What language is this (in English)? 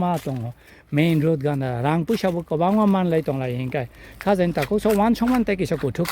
Kok Borok